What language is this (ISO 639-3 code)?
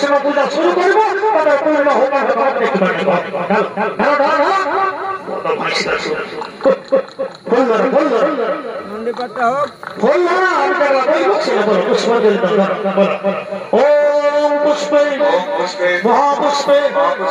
ben